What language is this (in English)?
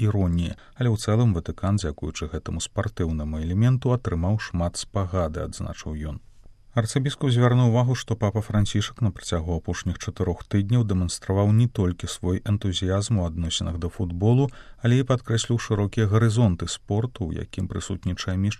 Belarusian